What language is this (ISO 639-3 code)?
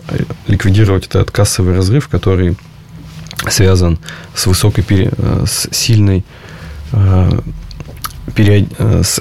rus